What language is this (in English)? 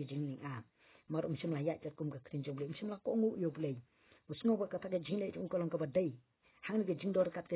Khasi